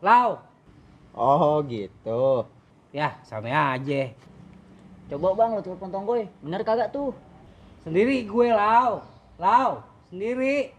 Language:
Betawi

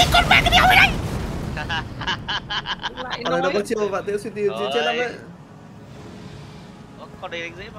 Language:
Vietnamese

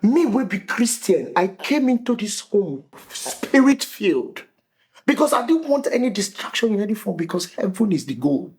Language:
Nigerian Pidgin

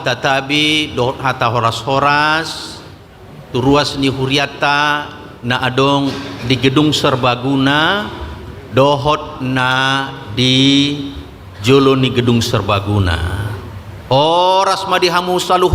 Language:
Batak Toba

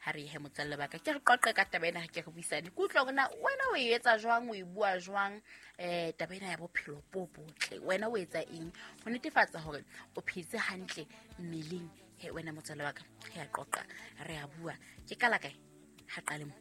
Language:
Southern Sotho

